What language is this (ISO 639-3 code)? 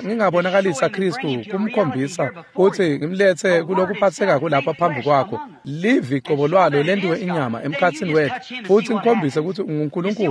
ssw